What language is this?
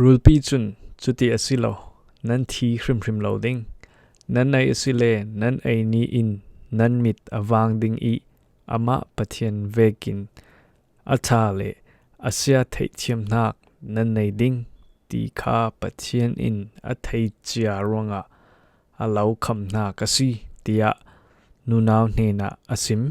Falam Chin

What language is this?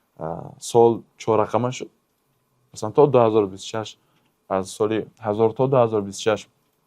Tajik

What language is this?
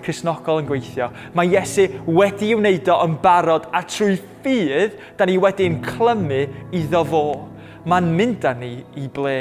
Welsh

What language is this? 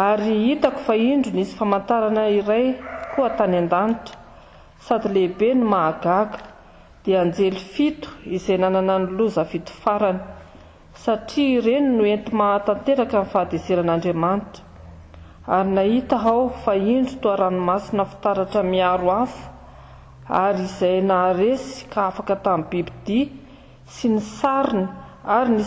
Malagasy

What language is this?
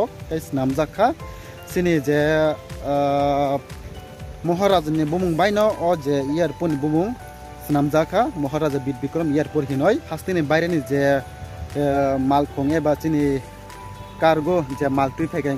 Kok Borok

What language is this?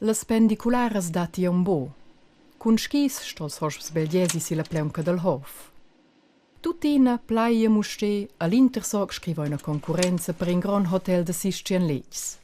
Romansh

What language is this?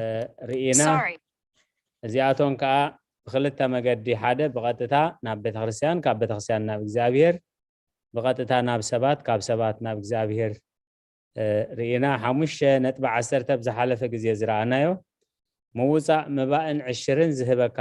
Tigrinya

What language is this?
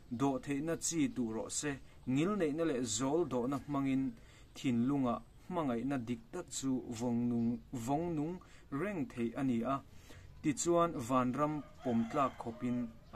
Mizo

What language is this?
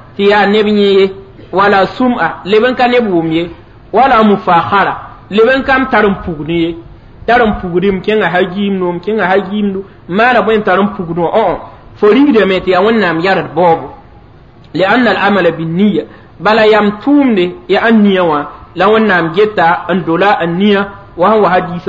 Mossi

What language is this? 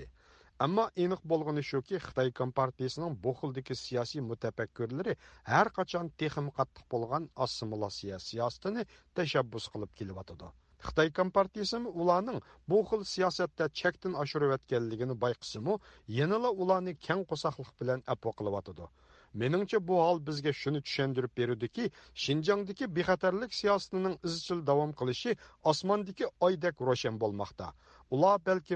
Uyghur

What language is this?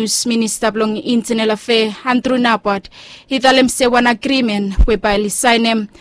Bislama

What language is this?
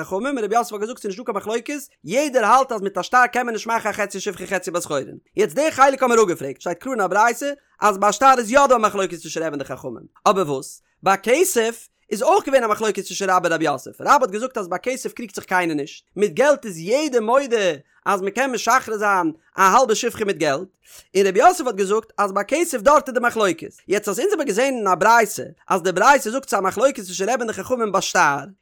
Yiddish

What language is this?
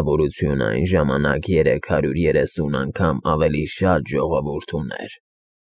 Armenian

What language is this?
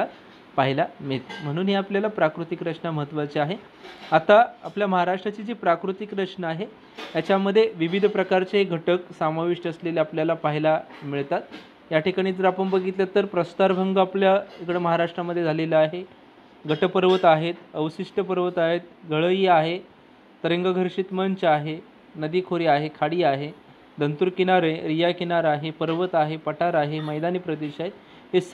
Marathi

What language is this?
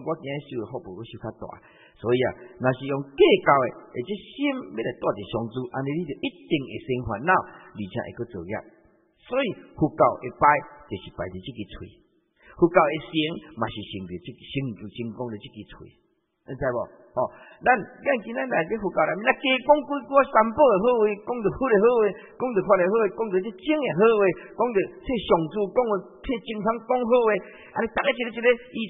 Chinese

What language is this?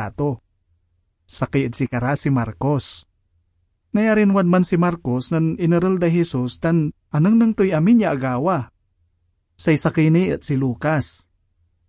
Pangasinan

